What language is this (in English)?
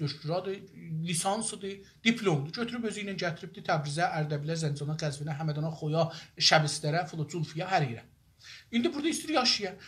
South Azerbaijani